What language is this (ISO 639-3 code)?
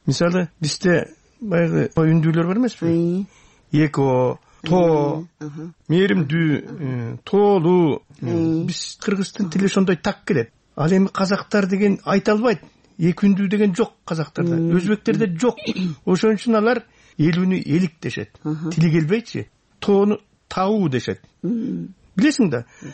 kir